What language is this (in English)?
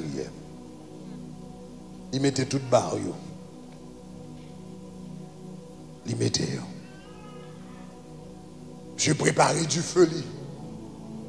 French